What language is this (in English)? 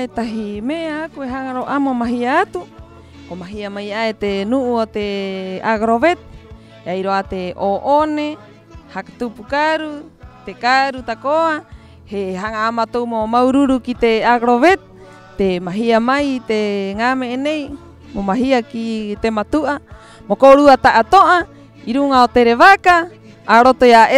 Rapanui